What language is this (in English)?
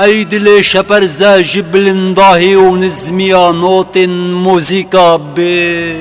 Kurdish